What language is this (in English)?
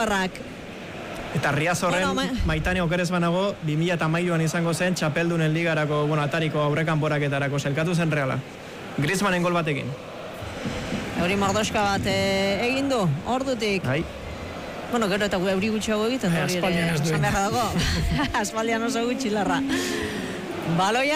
Basque